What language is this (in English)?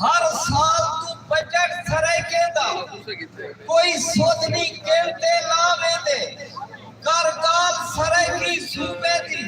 Saraiki